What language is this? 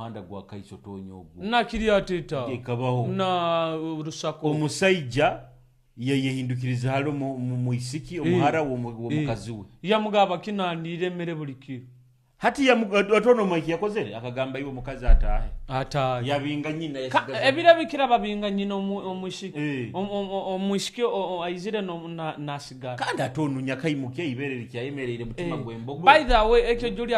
Nyoro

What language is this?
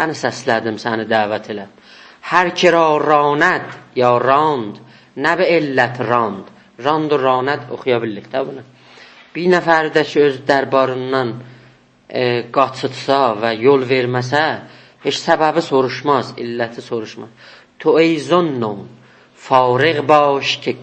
South Azerbaijani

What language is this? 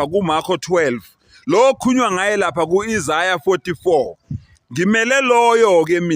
Zulu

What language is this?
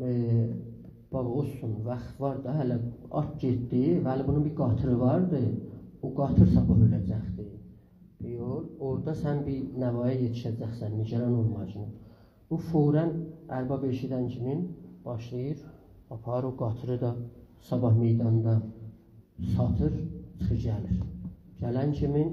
South Azerbaijani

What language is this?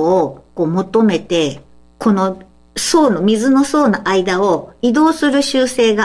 Japanese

